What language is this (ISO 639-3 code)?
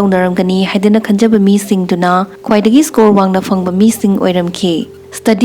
mni